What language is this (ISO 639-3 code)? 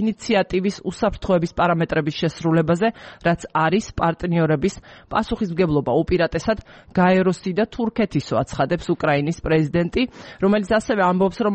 kat